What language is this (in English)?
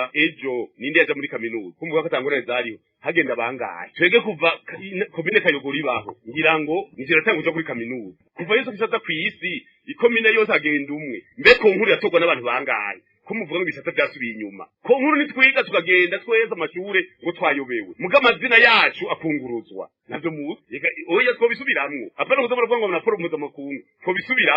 Rundi